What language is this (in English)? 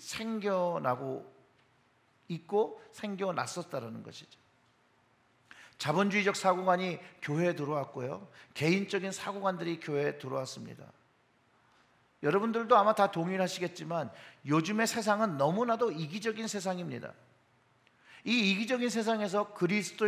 Korean